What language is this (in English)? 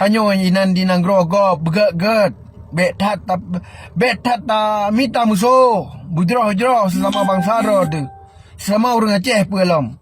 Achinese